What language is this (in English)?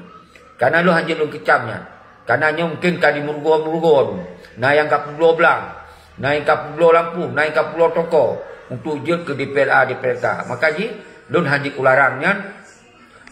Achinese